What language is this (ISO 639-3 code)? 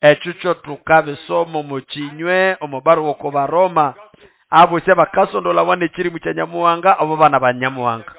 nnb